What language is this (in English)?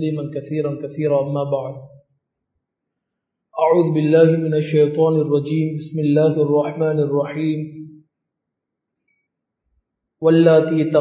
Tamil